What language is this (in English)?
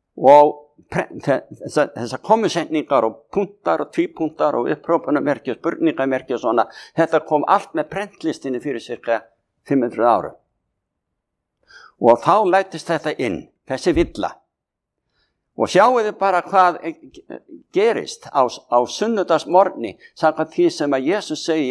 Icelandic